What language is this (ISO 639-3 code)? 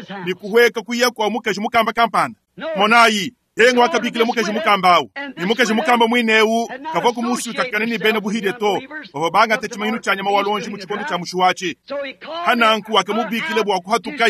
lua